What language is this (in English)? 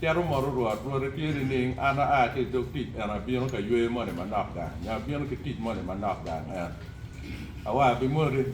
Acoli